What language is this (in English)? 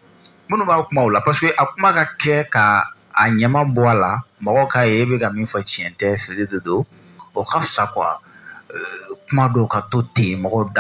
Bambara